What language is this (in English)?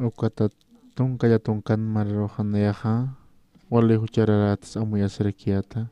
Aymara